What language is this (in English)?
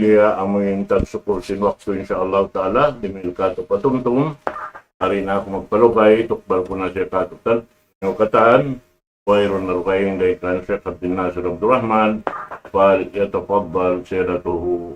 Tausug